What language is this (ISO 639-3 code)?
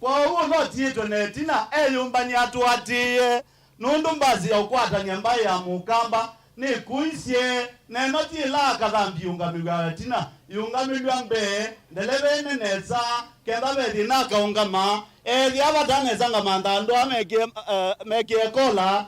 kam